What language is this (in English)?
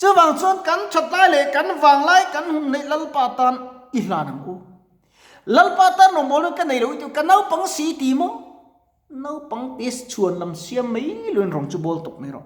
Mizo